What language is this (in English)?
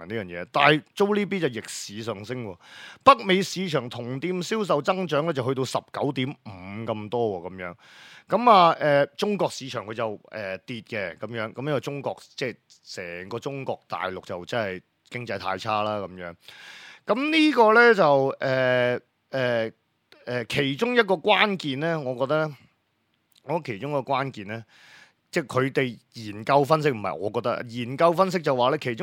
Cantonese